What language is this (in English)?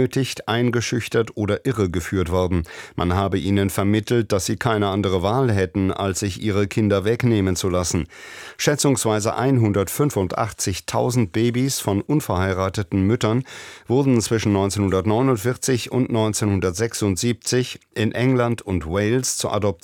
German